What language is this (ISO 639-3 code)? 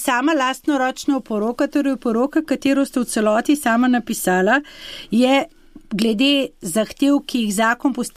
slv